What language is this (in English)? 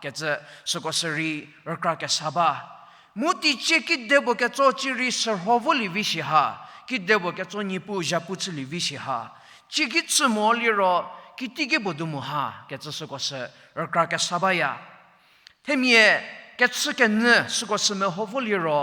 Angami Naga